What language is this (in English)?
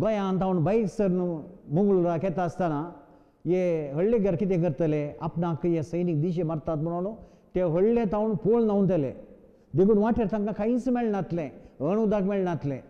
Konkani